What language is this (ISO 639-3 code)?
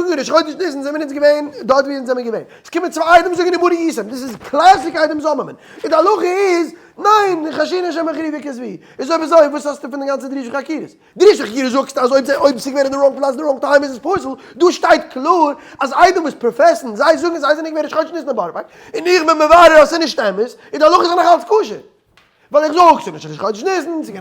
yid